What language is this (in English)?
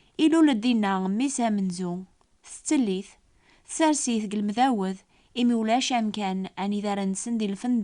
Kabyle